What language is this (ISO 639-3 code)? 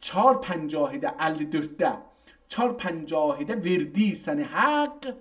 azb